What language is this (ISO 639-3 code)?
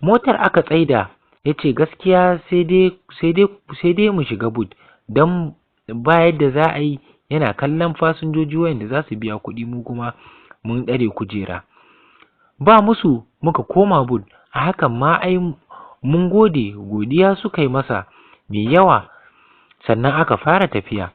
hau